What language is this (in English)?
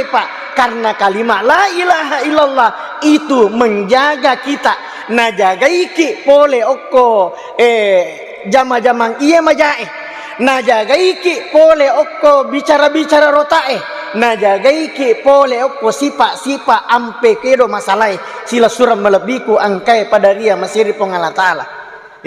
Buginese